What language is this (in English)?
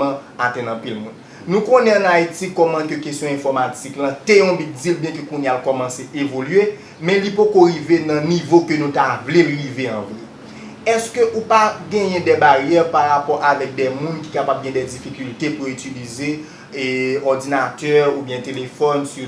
Haitian Creole